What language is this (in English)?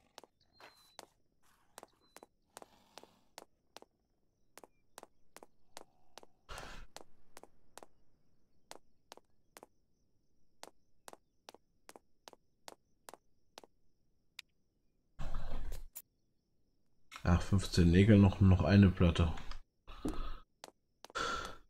German